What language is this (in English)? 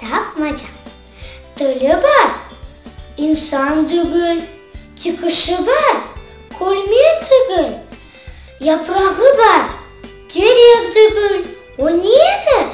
Crimean Tatar